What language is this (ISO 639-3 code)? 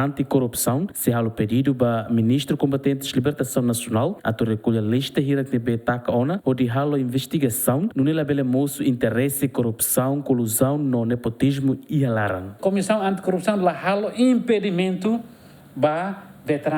tet